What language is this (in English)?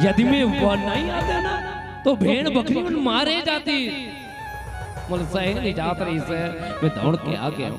Chhattisgarhi